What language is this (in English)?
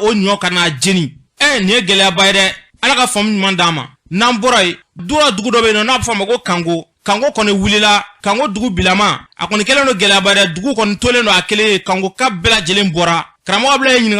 Bambara